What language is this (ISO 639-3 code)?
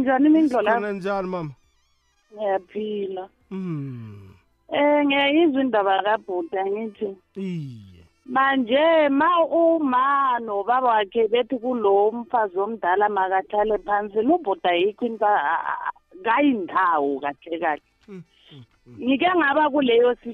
nbl